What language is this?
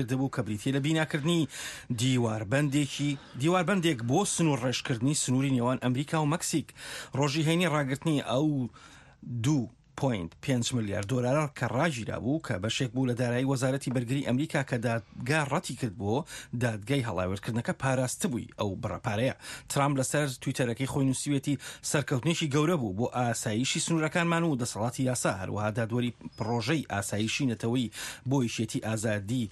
Central Kurdish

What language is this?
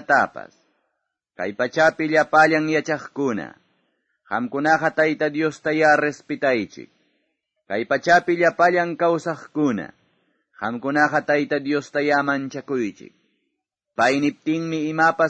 Ayacucho Quechua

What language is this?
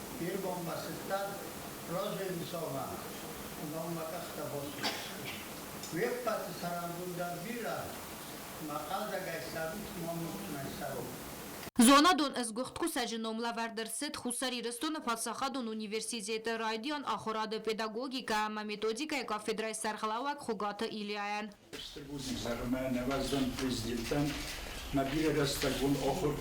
Ossetic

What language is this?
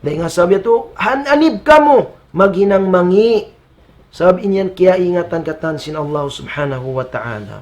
Tausug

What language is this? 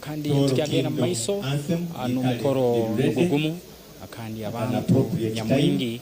Nyankole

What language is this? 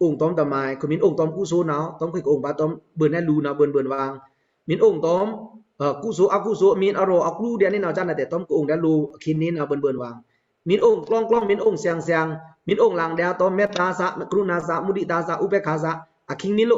Pa'o Karen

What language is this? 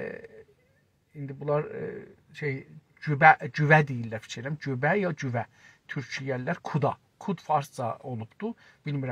South Azerbaijani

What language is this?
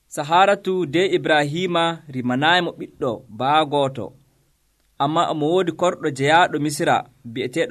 Nigerian Fulfulde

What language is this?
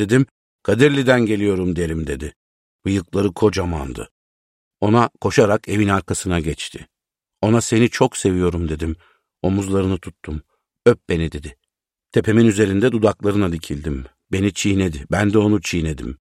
Turkish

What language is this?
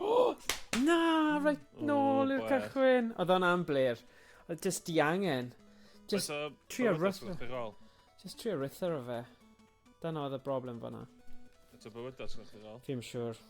Welsh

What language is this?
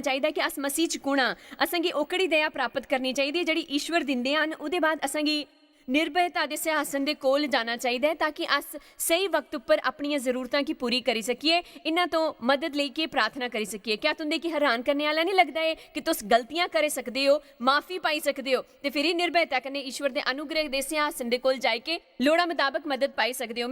Dogri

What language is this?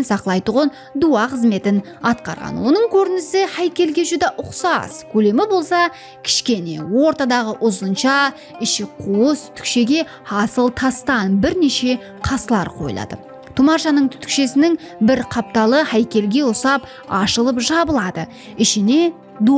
Kara-Kalpak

